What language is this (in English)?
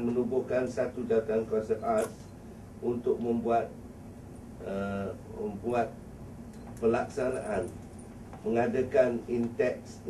Malay